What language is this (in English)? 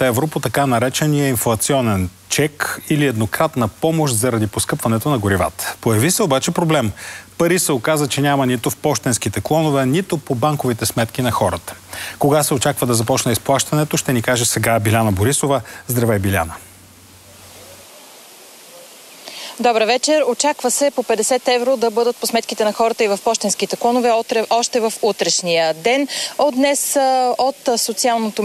Bulgarian